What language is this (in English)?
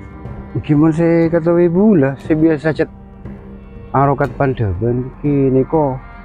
Madurese